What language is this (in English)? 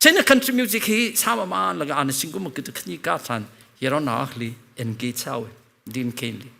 Tangkhul Naga (India)